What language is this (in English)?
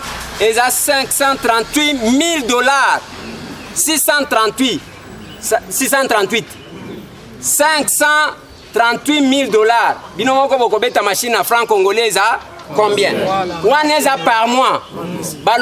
Lingala